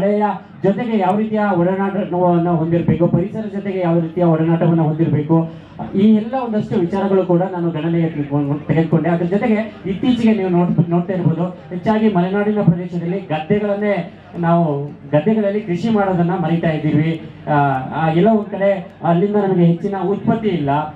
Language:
Kannada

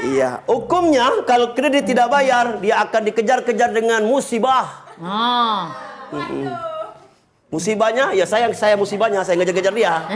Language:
Musi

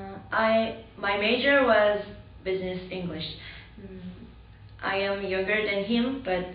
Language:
English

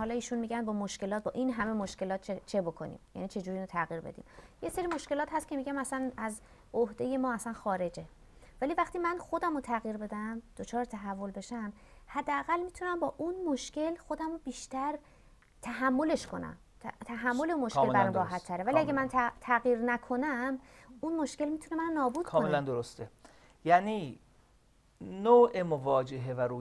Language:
Persian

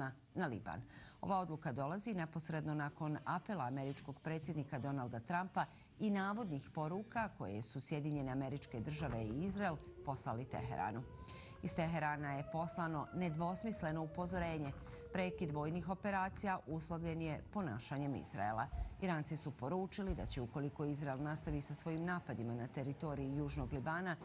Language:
Bosnian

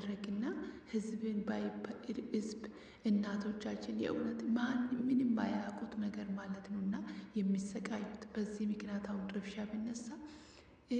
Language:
Amharic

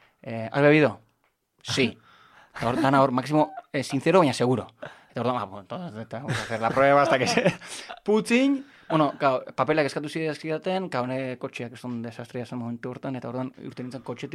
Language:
Basque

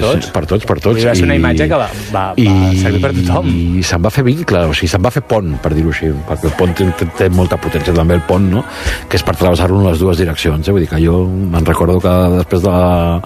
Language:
Catalan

